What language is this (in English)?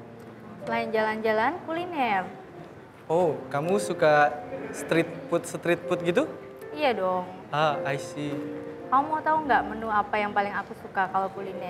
Indonesian